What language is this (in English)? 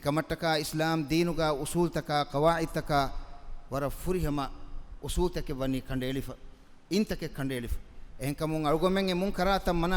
Divehi